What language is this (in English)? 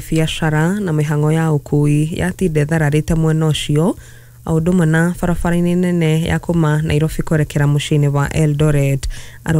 Kikuyu